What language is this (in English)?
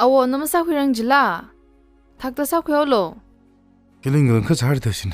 Tangkhul Naga (India)